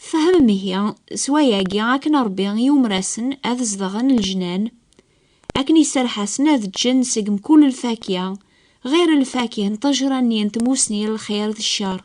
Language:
Kabyle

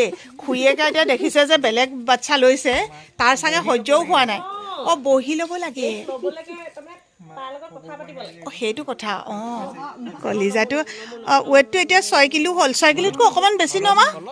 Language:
Assamese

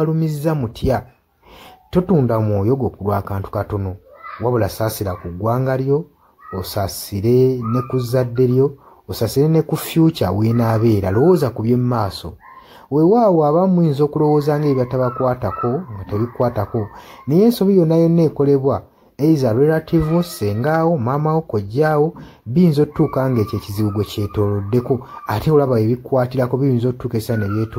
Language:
Ganda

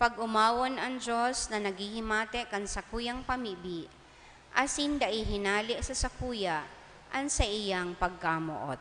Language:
Bikol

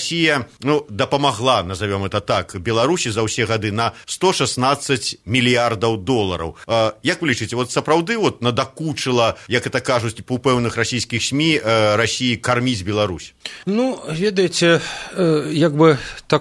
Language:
Belarusian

